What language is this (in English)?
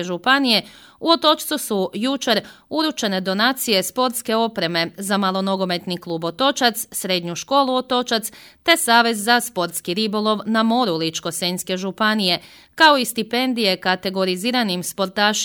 Croatian